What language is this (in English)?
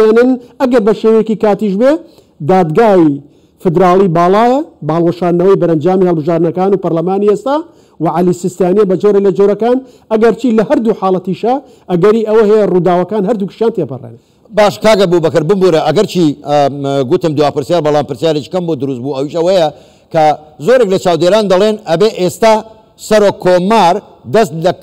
Central Kurdish